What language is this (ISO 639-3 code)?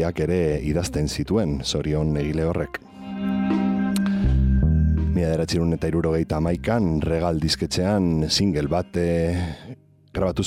eus